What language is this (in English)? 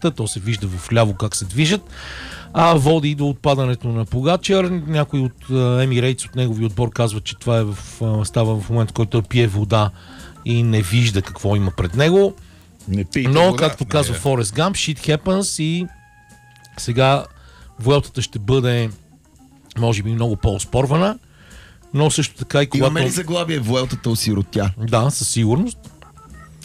Bulgarian